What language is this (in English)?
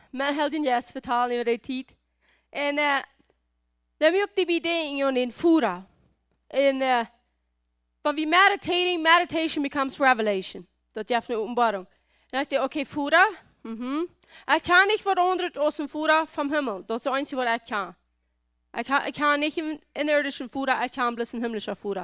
Plautdietsch